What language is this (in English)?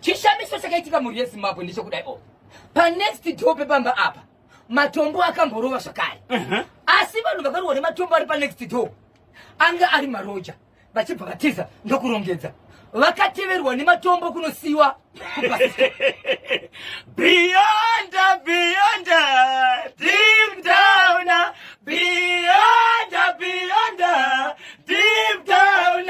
Shona